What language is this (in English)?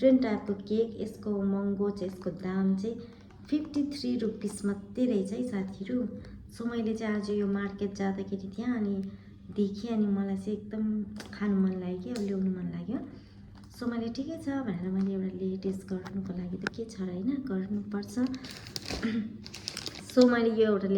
Nepali